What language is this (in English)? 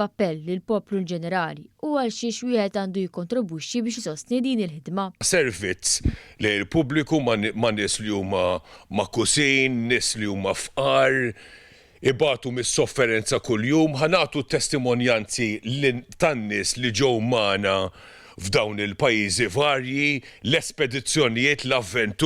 Maltese